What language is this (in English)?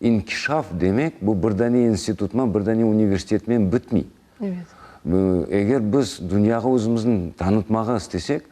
Crimean Tatar